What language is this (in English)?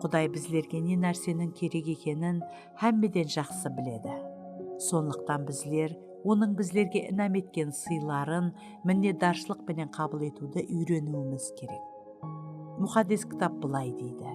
Kara-Kalpak